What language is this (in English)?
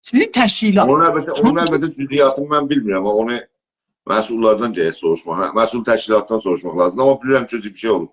South Azerbaijani